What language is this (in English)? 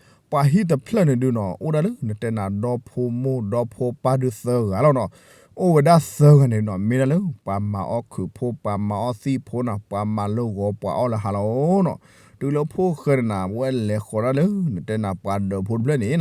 S'gaw Karen